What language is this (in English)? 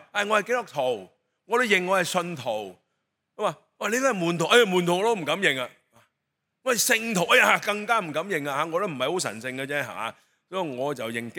Cantonese